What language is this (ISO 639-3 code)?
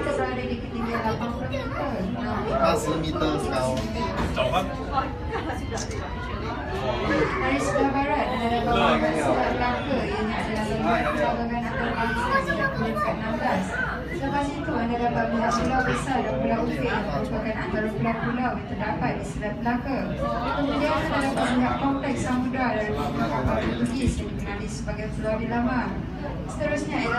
msa